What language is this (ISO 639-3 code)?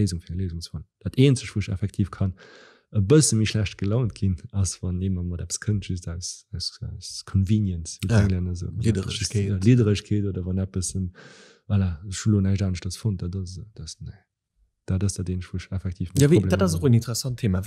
ltz